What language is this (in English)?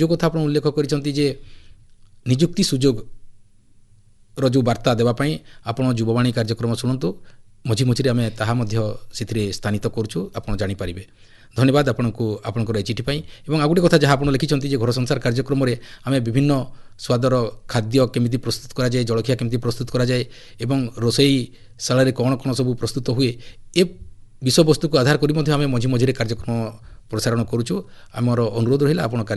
Odia